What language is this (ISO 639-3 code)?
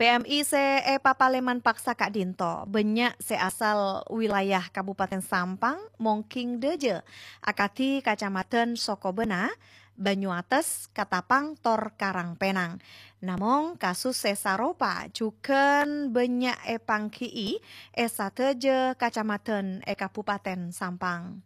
mad